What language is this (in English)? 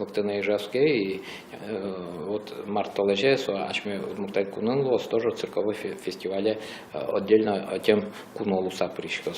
Udmurt